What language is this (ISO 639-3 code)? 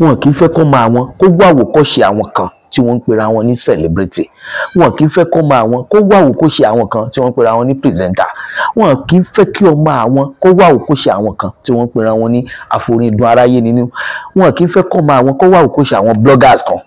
yor